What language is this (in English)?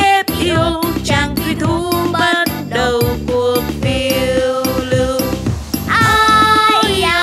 Vietnamese